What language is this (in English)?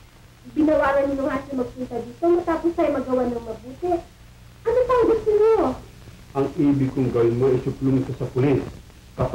Filipino